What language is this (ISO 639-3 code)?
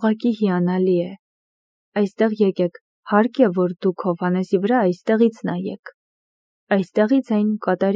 hye